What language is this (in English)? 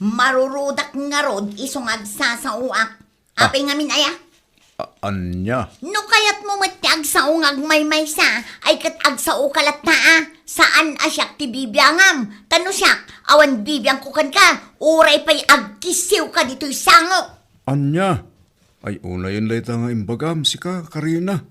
Iloko